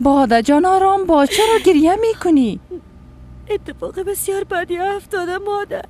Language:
Persian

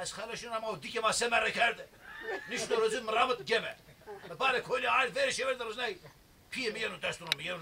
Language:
Zaza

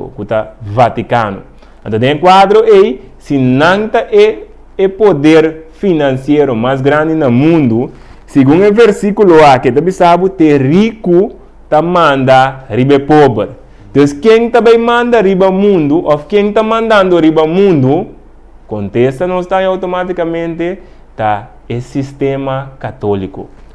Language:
Papiamento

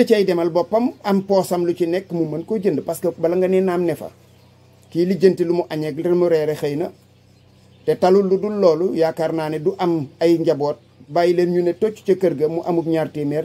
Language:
Wolof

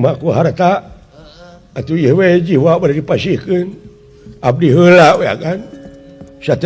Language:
Sundanese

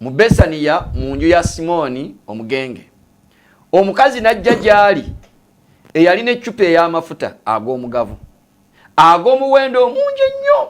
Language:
Ganda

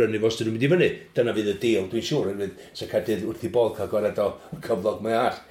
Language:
Welsh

